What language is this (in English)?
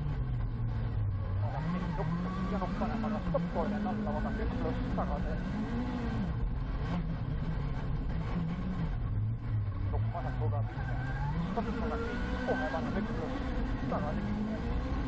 Estonian